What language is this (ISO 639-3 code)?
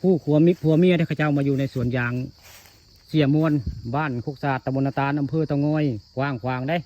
tts